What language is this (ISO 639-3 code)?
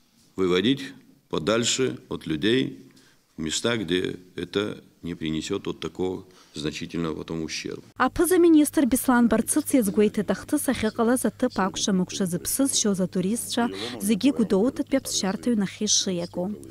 abk